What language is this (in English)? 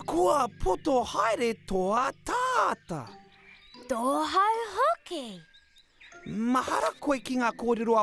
Māori